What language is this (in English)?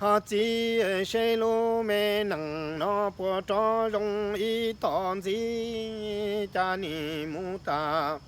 Hmong